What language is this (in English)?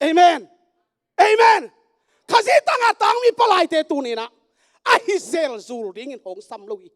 Tedim Chin